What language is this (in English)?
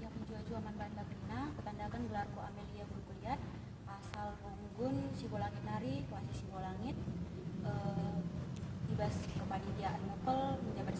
Batak Karo